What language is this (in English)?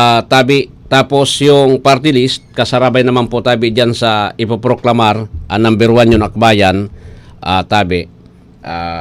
Bikol